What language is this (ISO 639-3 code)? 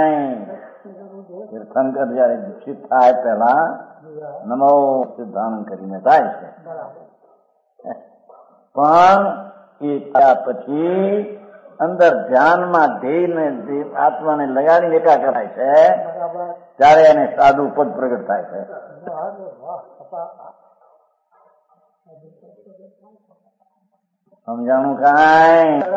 guj